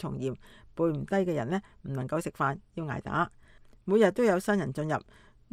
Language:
Cantonese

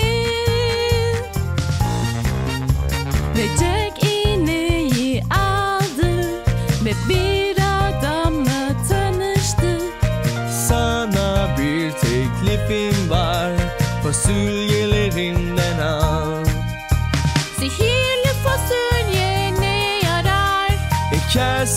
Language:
Turkish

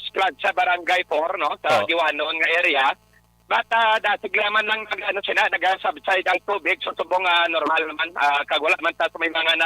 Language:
Hiligaynon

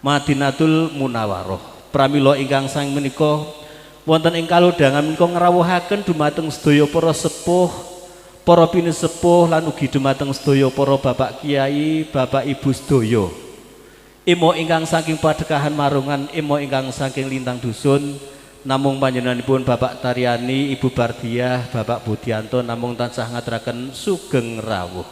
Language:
Javanese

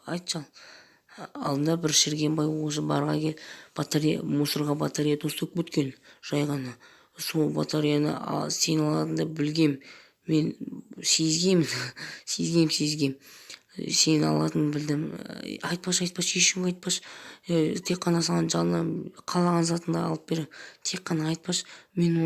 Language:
Kazakh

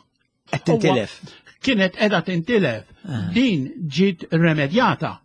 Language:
Maltese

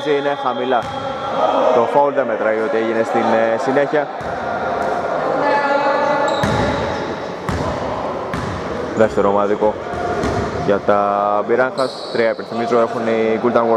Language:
Greek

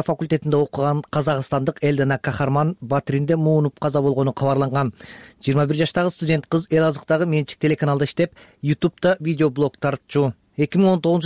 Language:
Kyrgyz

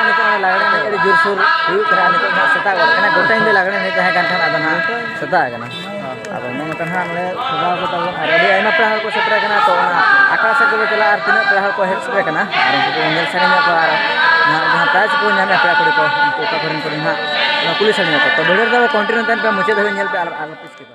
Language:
Santali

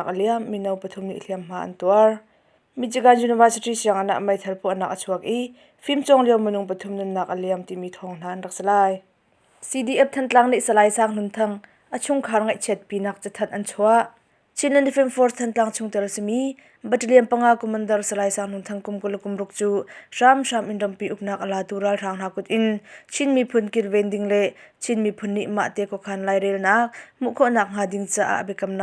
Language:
Hakha Chin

